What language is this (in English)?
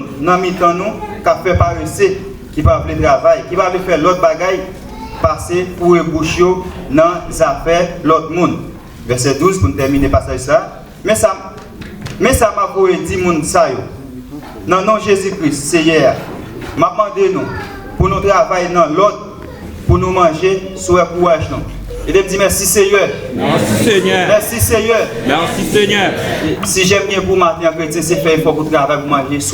Haitian Creole